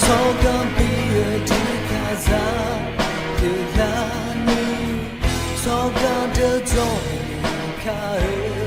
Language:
Akha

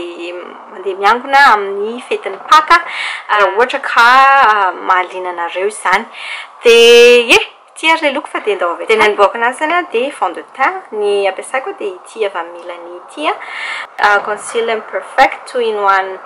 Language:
Malagasy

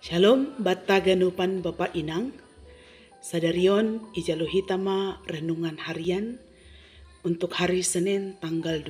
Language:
Batak Simalungun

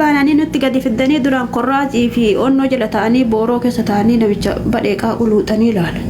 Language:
Oromo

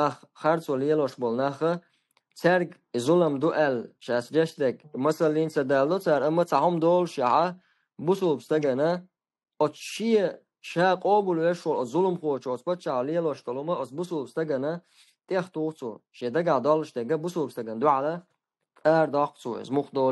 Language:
Chechen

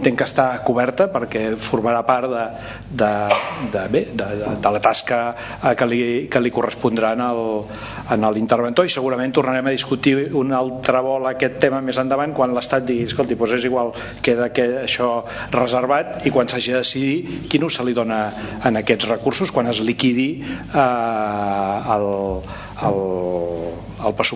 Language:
Catalan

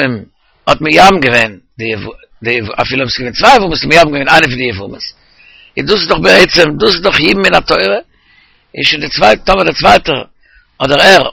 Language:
Yiddish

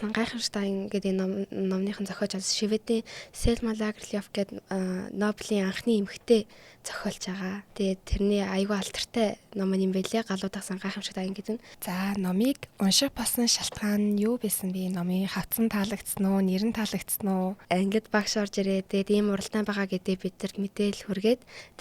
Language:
Mongolian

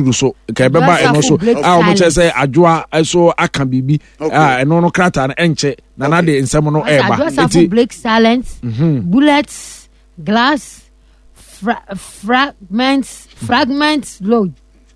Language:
Akan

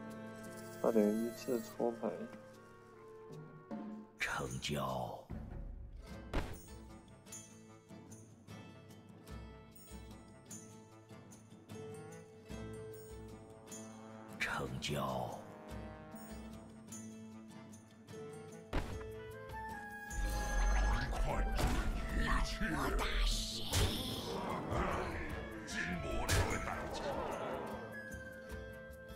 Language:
Chinese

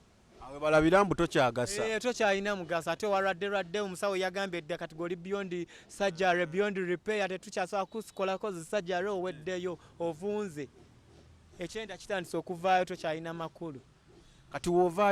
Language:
Ganda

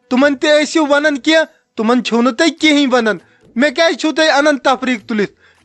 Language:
Kashmiri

